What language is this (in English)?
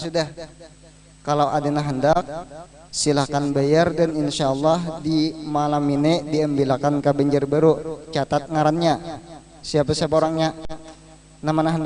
Banjar